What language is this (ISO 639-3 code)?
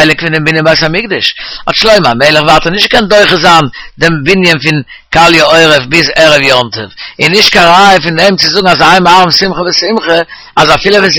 yid